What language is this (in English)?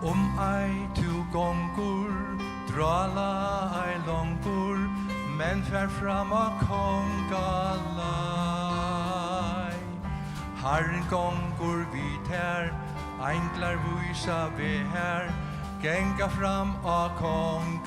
Faroese